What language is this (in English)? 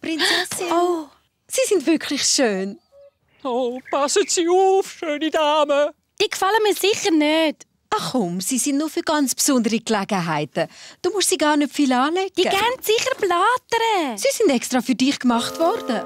Swiss German